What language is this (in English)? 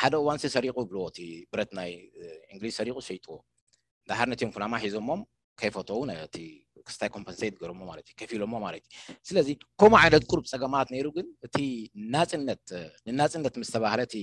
Tigrinya